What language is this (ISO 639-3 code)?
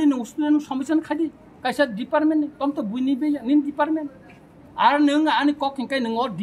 trp